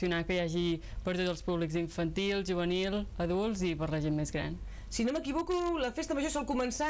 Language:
Catalan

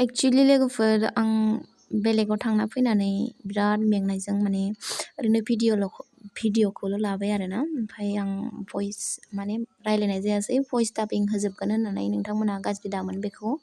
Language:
Bodo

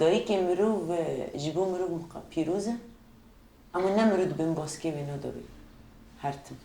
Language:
Kurdish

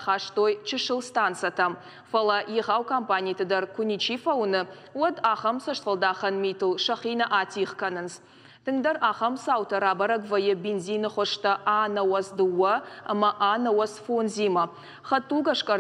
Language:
Ossetic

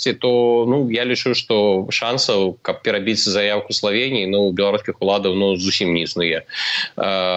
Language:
Belarusian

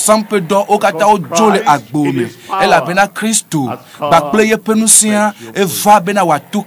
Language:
Ewe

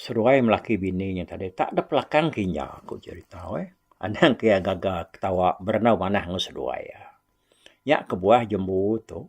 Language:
Iban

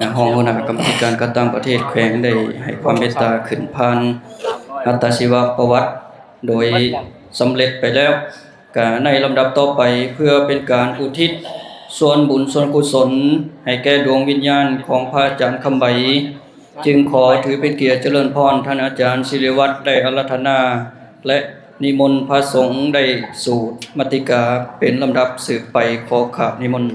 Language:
Lao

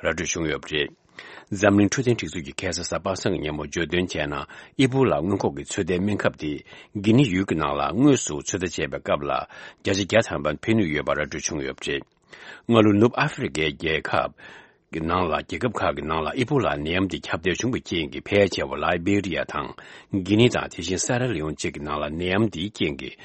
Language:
Tibetan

